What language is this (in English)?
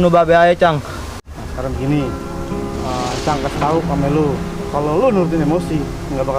Betawi